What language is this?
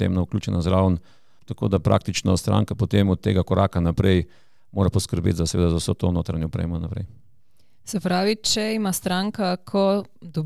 Slovenian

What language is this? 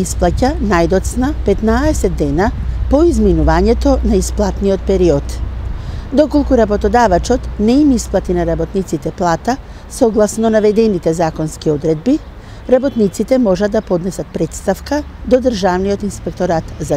Macedonian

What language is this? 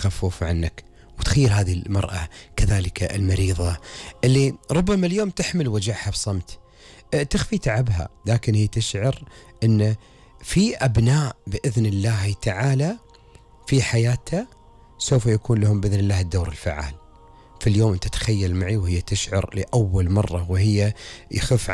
Gulf Arabic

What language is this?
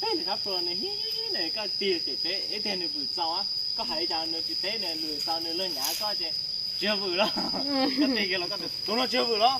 Hmong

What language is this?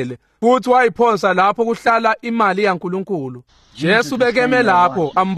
Swati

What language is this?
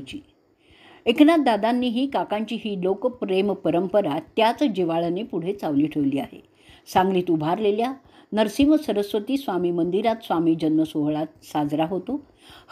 Marathi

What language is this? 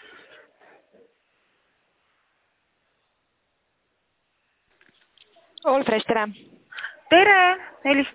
Estonian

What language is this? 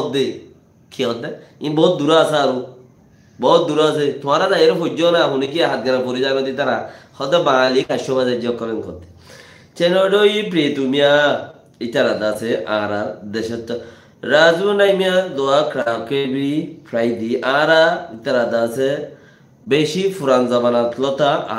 Rohingya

